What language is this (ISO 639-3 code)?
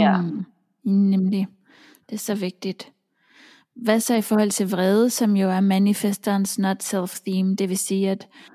dan